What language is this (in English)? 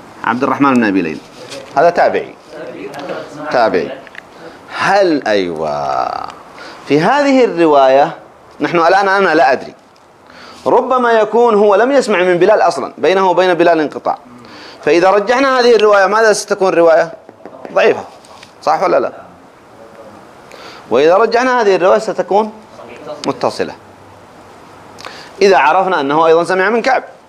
Arabic